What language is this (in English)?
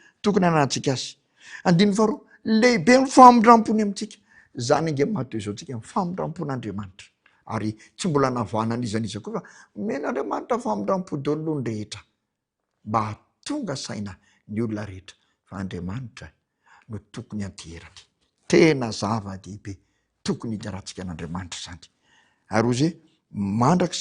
Malagasy